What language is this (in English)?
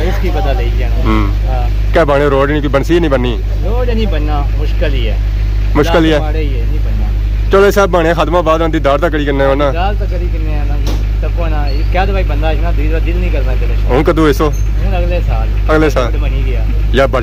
Pahari-Potwari